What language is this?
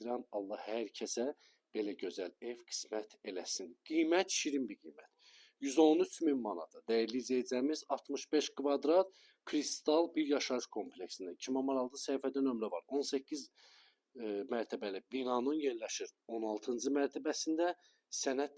Azerbaijani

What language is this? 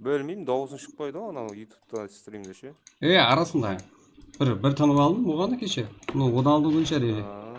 Kara-Kalpak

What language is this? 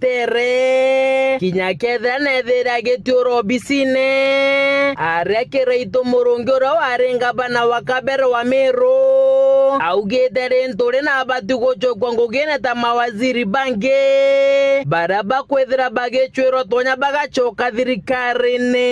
Meru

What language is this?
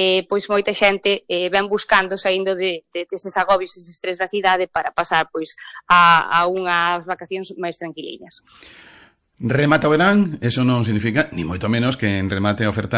Galician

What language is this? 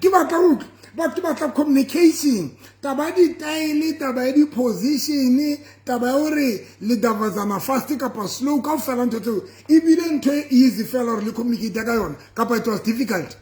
Southern Sotho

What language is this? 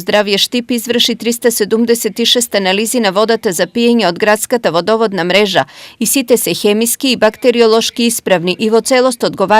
Macedonian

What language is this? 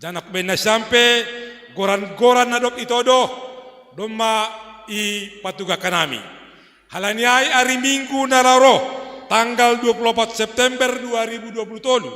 Batak Simalungun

